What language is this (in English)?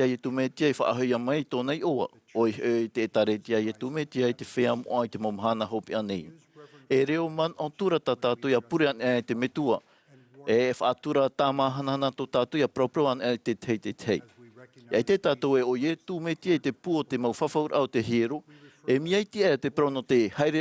Tahitian